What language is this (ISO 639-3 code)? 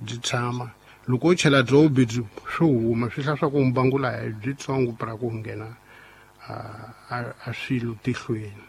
tso